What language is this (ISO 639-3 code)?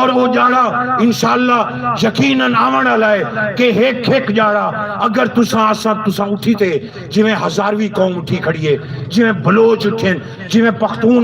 skr